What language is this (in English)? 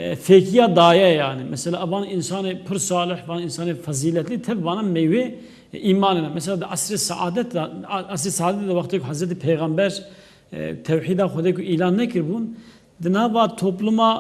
Kurdish